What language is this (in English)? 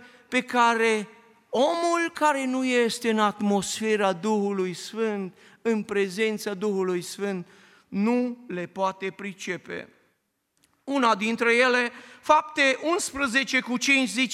Romanian